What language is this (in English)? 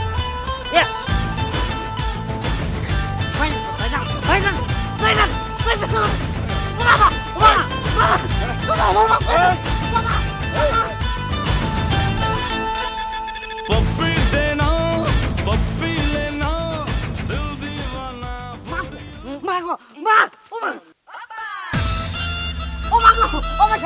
Bangla